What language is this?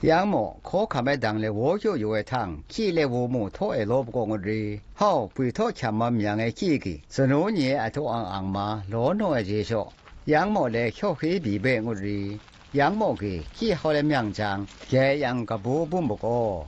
Zaiwa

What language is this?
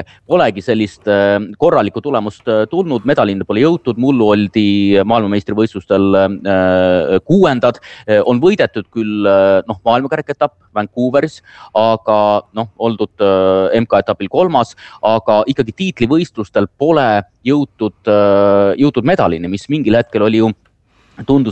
Estonian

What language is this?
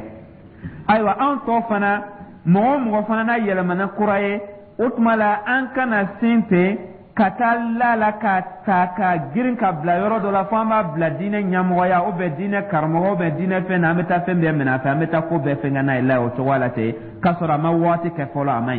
Dyula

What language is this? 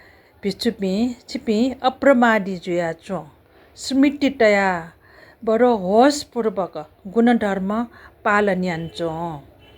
Newari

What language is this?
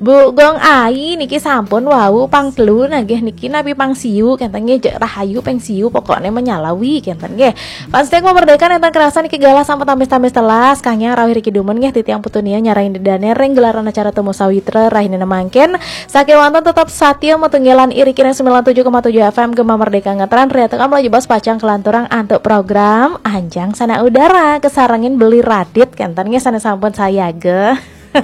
Balinese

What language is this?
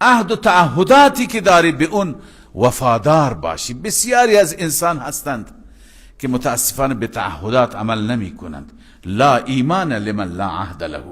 Persian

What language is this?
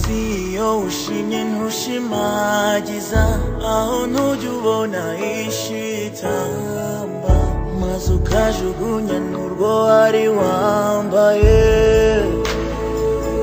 Kinyarwanda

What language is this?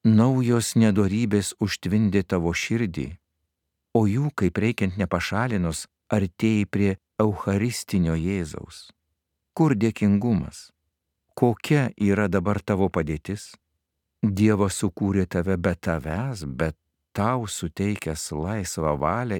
Lithuanian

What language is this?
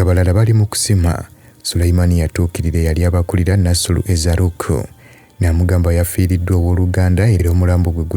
Ganda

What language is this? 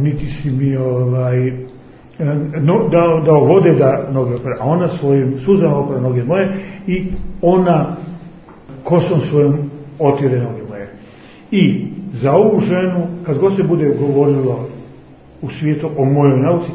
Croatian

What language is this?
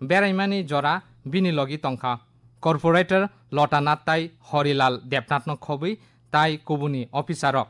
Kok Borok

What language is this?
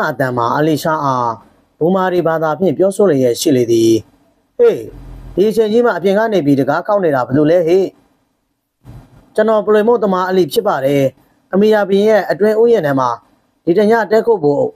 Burmese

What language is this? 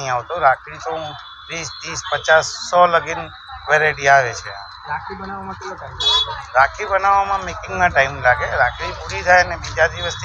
Gujarati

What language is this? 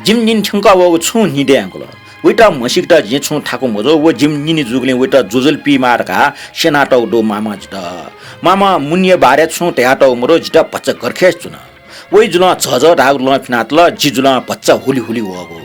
Newari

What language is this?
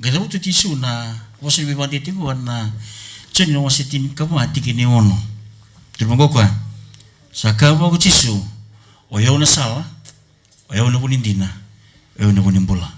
Fijian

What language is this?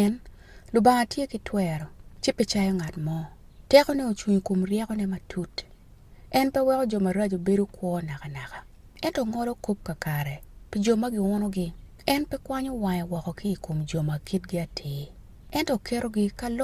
Acoli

